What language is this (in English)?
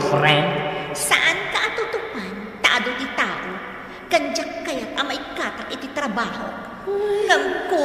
Iloko